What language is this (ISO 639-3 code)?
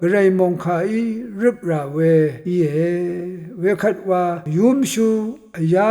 raw